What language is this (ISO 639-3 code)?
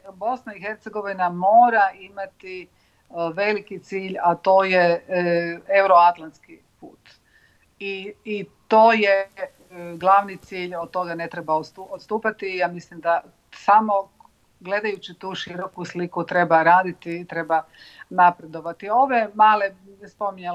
bos